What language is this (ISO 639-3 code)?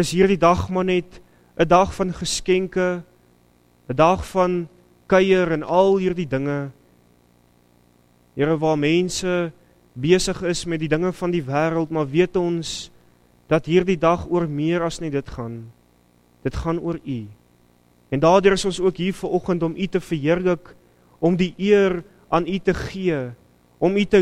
afr